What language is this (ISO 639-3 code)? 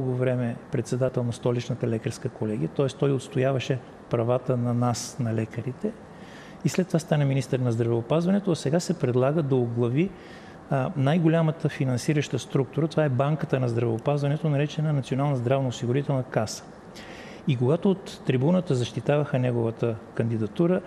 bul